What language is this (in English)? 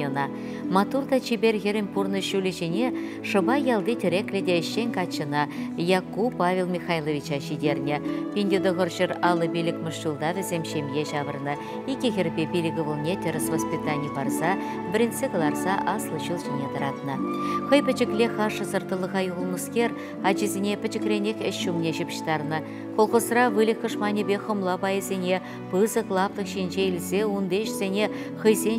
Chuvash